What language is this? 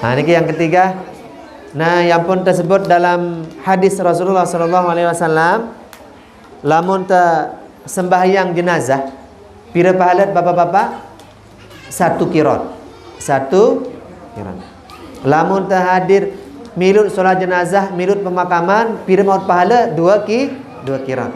Sasak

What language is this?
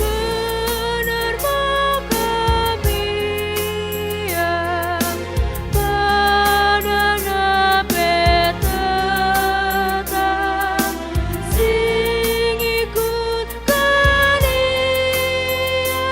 Batak Karo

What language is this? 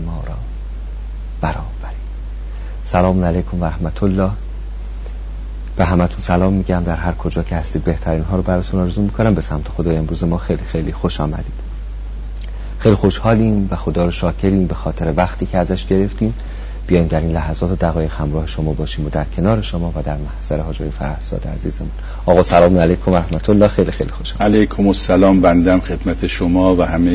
Persian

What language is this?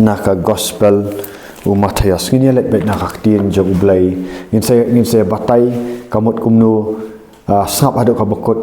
Khasi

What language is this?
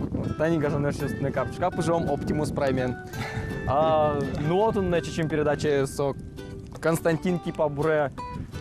Udmurt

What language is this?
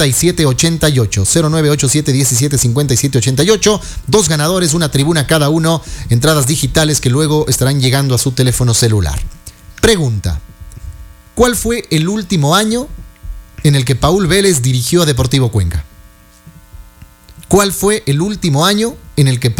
Spanish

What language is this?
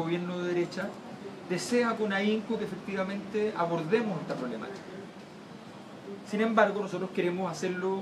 Spanish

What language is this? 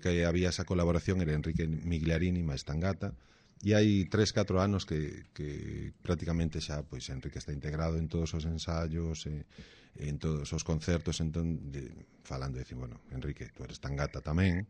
Galician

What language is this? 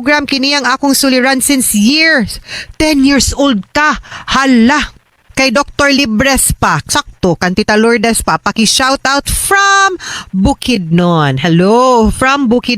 Cebuano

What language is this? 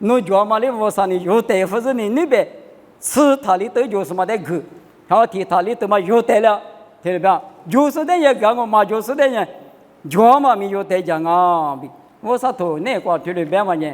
Lisu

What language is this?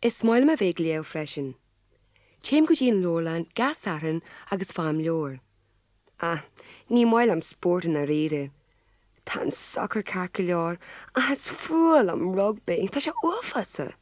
Irish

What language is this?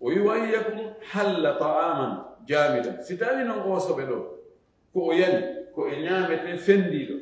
Fula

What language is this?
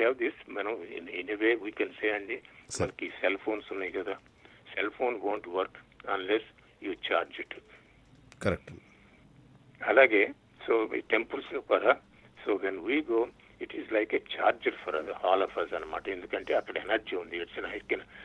Telugu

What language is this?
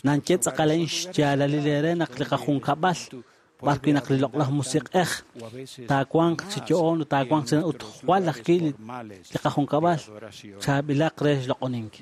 Kekchí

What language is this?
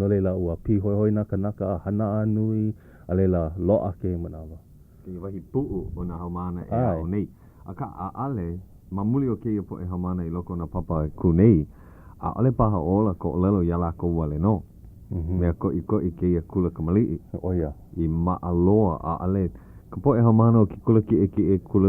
Hawaiian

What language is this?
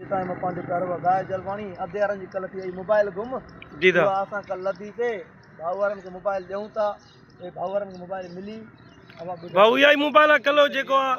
Sindhi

